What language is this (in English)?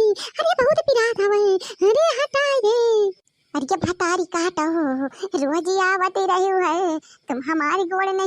Awadhi